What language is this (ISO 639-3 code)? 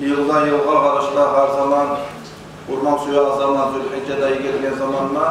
kum